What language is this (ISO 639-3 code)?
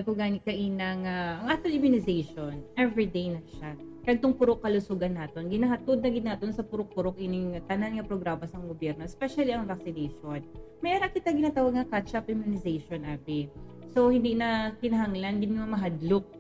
hil